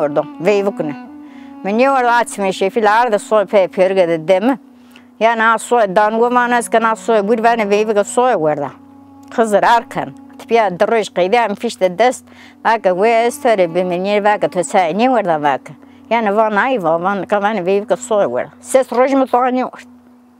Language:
Zaza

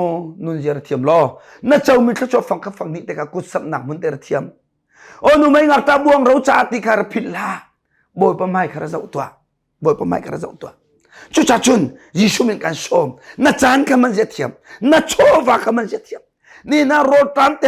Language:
Hakha Chin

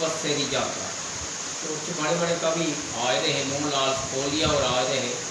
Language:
Dogri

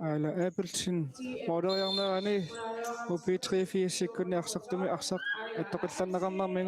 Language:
Kalaallisut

